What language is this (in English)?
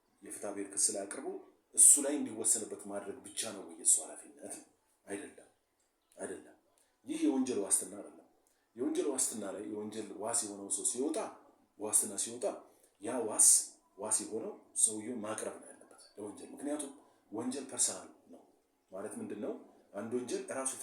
Amharic